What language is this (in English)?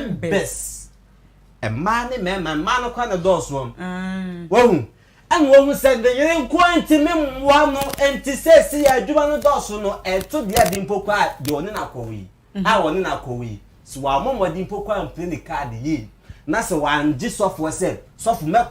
Akan